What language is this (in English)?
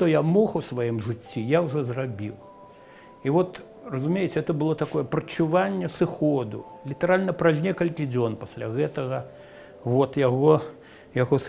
Belarusian